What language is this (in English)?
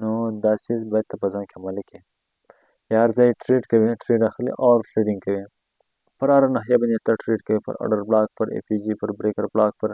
Pashto